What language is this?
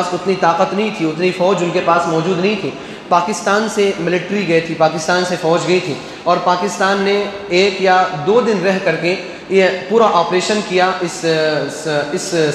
Urdu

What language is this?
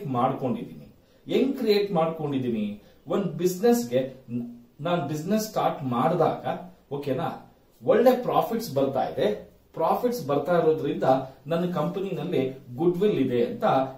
Kannada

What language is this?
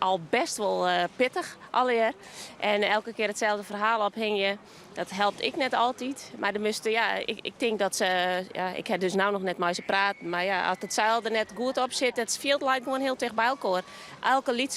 Western Frisian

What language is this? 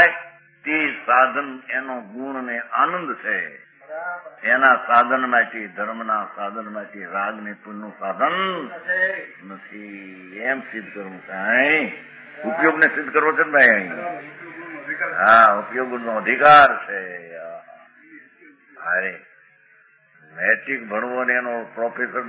Gujarati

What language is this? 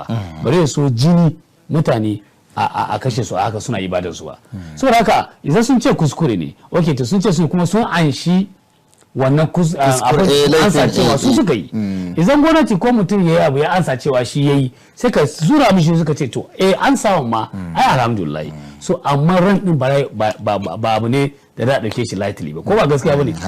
Hausa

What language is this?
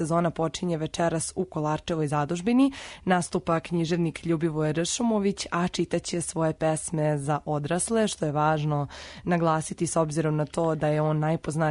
Serbian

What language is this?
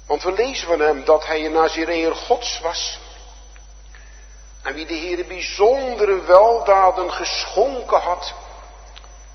Dutch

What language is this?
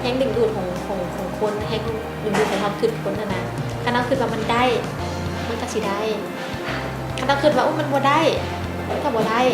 Lao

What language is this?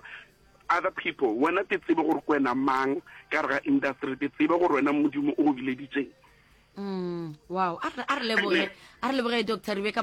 Northern Sotho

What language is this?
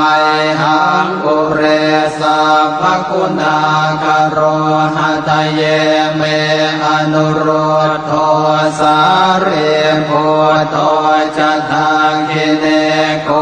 Pali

